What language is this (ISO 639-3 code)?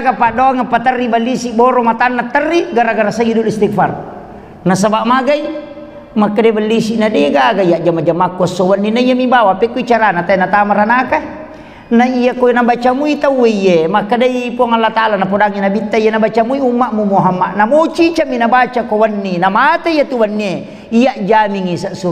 bug